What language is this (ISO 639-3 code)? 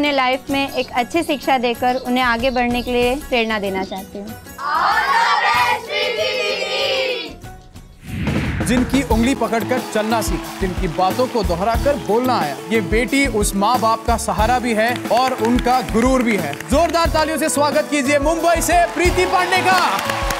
hin